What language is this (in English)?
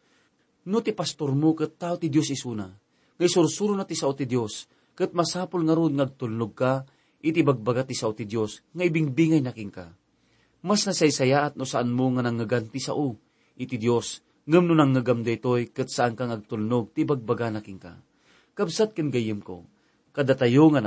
Iloko